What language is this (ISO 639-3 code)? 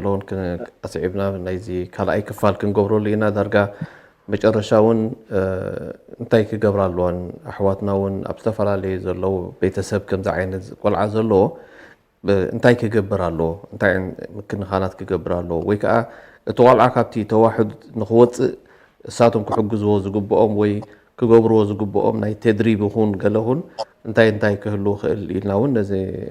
tir